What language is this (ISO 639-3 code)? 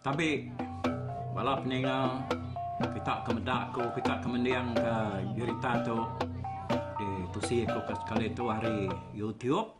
iba